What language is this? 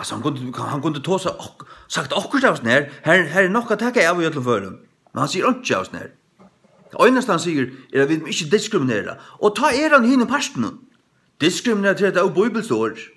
Faroese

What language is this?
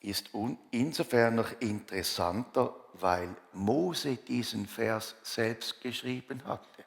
Swiss German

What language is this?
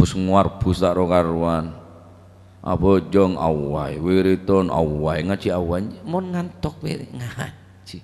Madurese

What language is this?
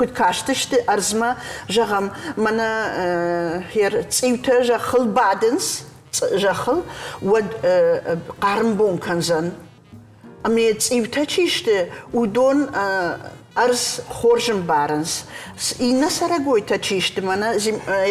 Ossetic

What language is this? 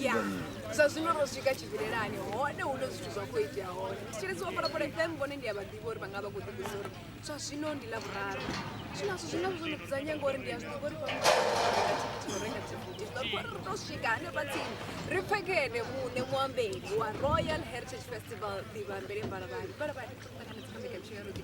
Venda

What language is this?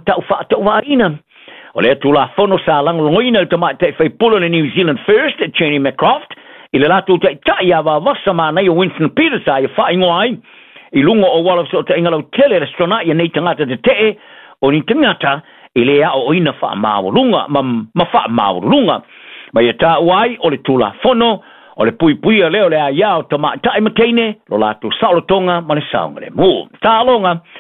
Samoan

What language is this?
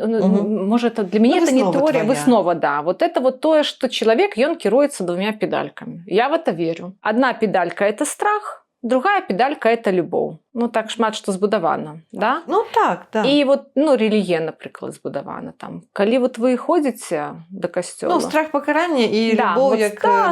Belarusian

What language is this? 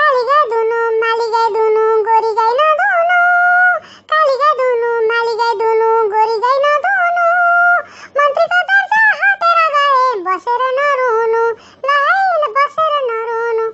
Nepali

